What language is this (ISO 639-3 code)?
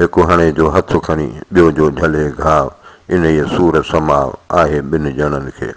snd